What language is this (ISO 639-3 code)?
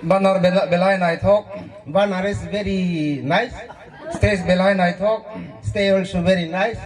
trp